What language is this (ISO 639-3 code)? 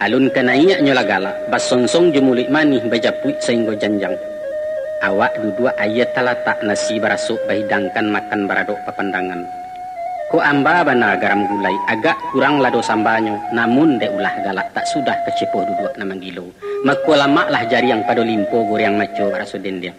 min